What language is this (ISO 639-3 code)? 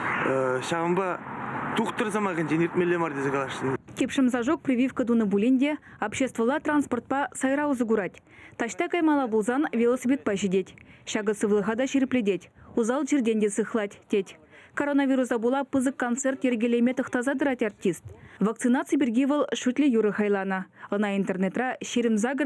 chv